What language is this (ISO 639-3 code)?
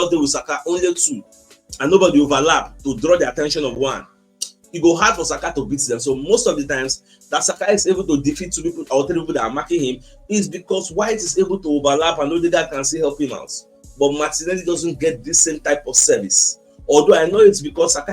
pcm